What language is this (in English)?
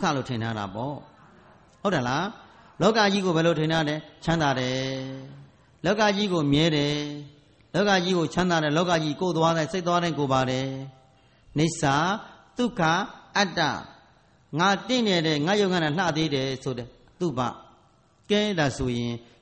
Burmese